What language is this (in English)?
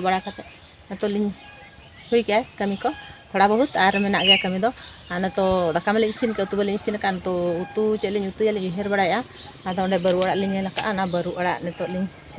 Santali